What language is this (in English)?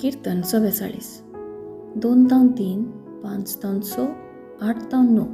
Konkani